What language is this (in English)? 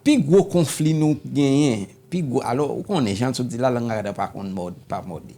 Haitian Creole